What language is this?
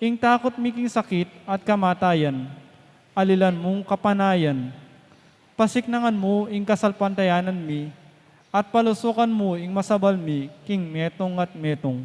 Pampanga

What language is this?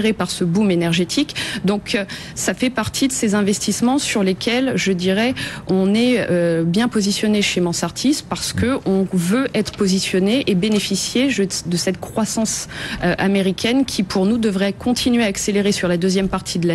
French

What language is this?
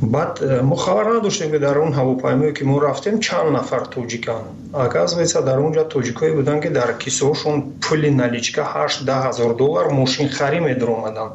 Tajik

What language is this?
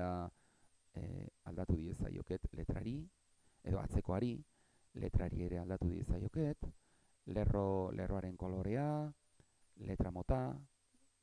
Basque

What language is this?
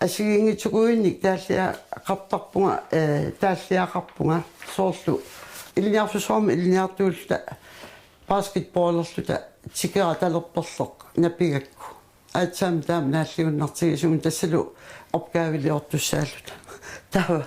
Kalaallisut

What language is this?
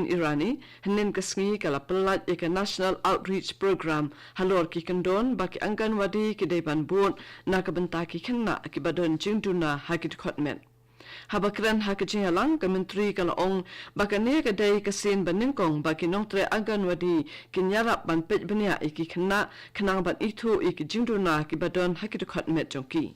Khasi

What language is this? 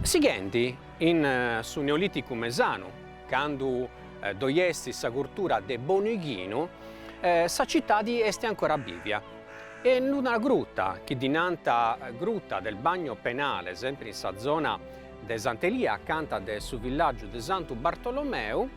Sardinian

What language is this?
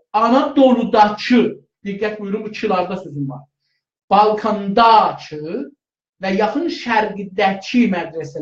South Azerbaijani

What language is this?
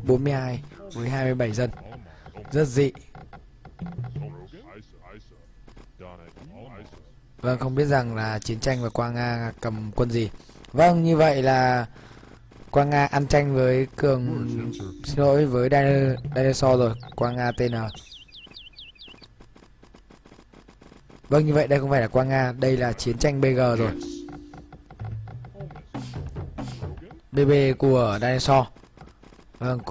Vietnamese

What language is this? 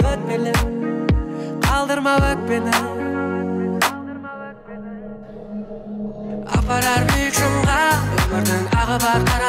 Kara-Kalpak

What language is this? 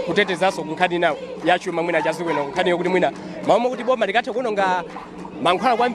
Nyanja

